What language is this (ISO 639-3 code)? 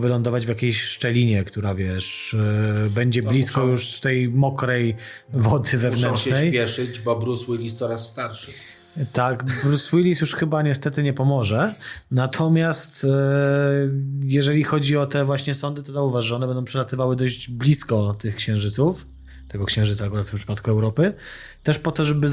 pol